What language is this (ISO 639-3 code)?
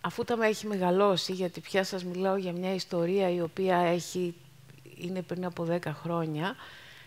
ell